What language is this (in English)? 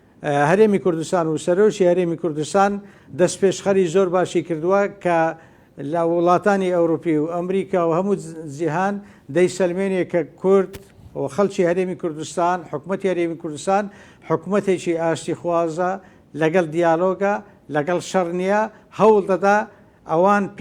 Central Kurdish